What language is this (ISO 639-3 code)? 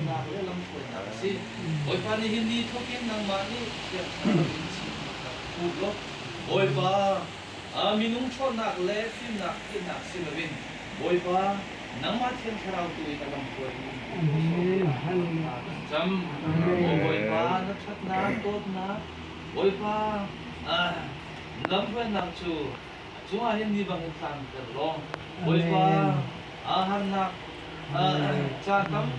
cnh